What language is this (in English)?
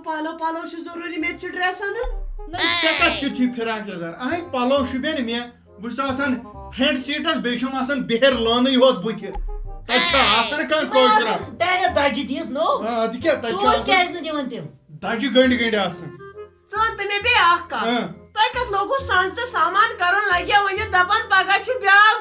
Kashmiri